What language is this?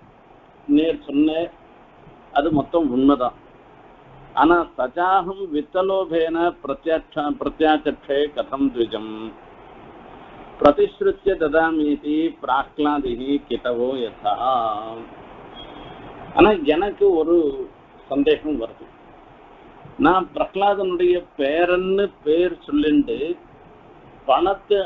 Tamil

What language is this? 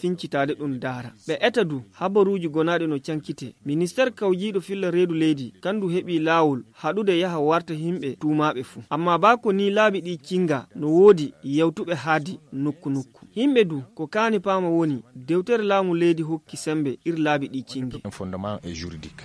Fula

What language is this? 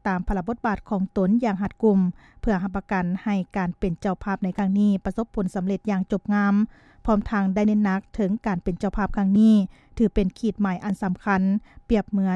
Lao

